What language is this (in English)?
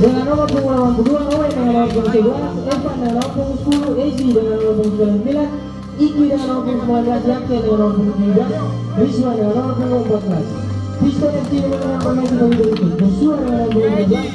Ambonese Malay